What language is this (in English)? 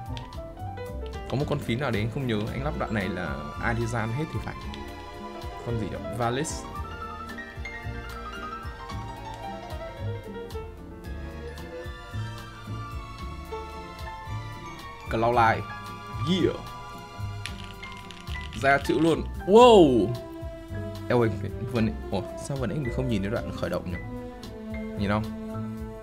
Vietnamese